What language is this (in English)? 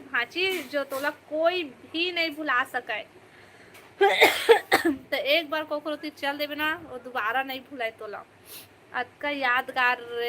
Chhattisgarhi